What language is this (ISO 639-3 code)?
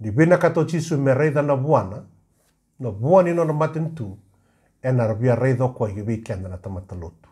fij